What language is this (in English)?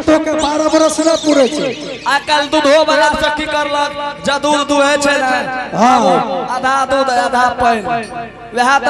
Angika